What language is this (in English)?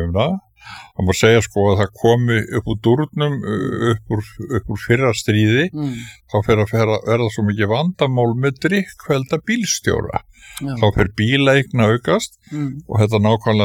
Icelandic